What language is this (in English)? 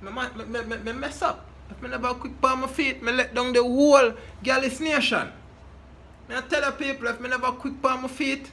Jamaican Creole English